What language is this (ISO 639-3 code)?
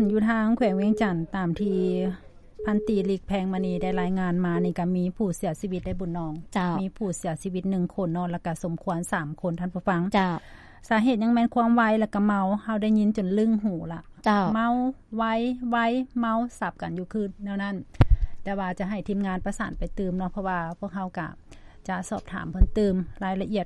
lao